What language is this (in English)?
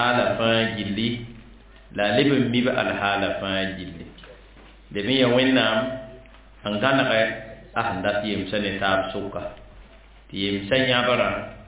Mossi